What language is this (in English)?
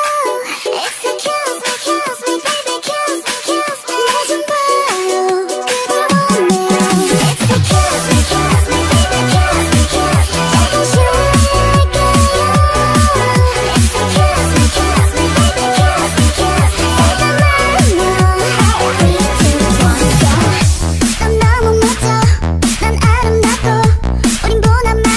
Korean